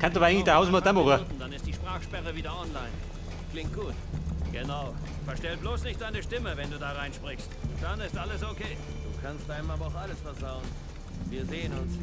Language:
Bavarian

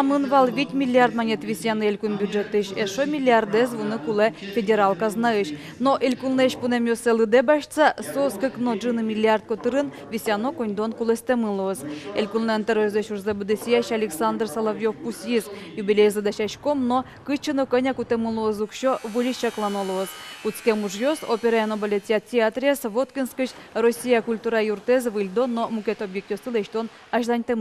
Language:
Udmurt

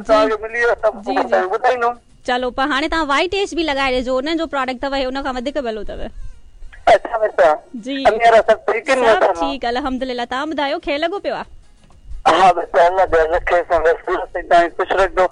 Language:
Sindhi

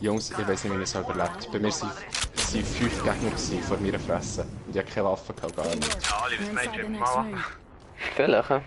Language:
Swiss German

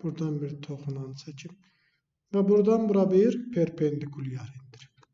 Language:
Azerbaijani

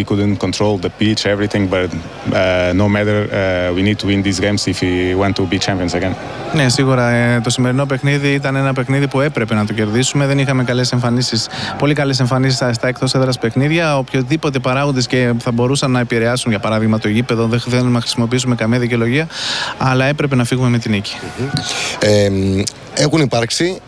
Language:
Greek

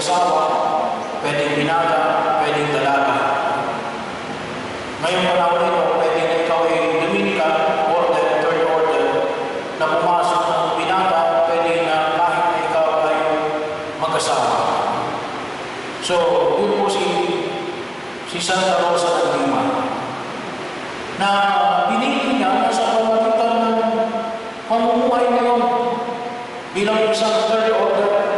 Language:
Filipino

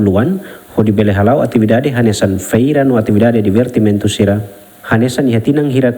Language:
Tetum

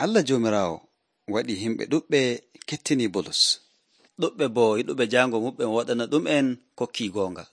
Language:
Nigerian Fulfulde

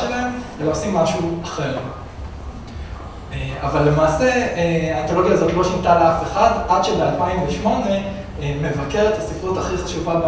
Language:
Hebrew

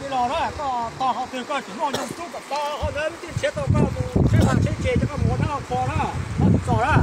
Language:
Hmong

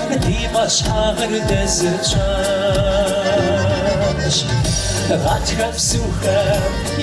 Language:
Kabardian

